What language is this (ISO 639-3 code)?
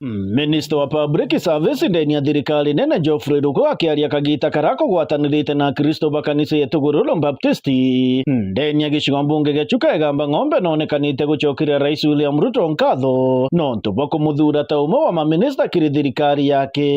mer